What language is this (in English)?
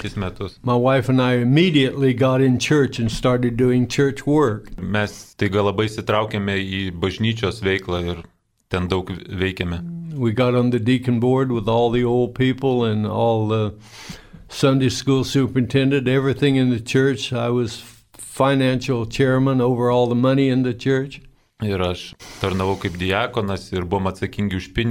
Lithuanian